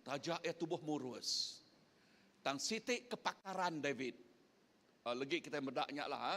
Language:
Iban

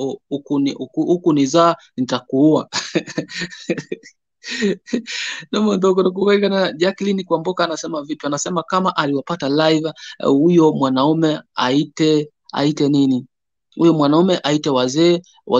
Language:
Gusii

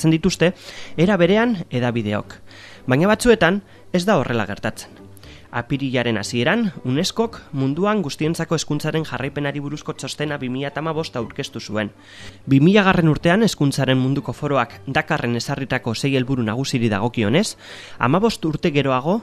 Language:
Basque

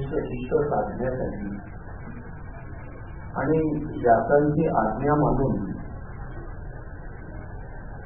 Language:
Marathi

